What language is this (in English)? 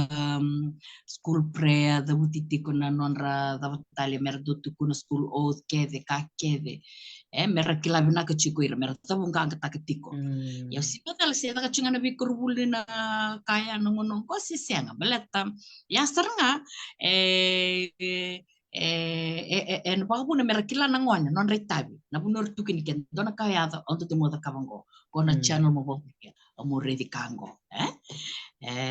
Fijian